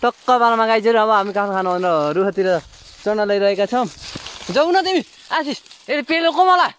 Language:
Nepali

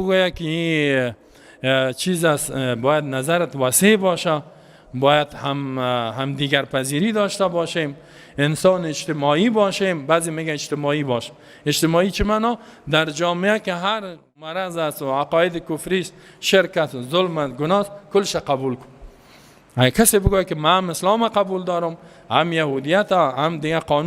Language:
Persian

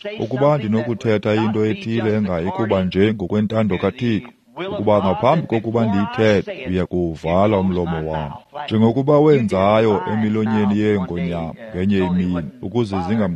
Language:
Xhosa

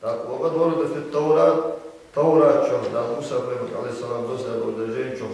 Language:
Ingush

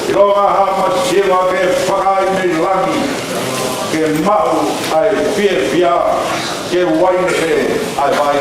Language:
Tongan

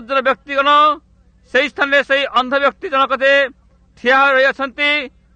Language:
Odia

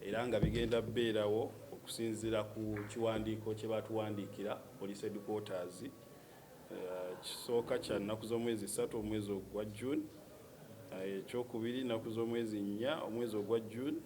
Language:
Ganda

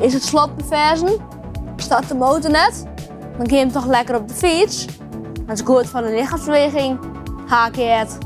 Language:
Western Frisian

